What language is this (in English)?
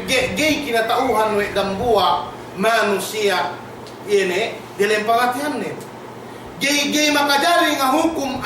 Yakan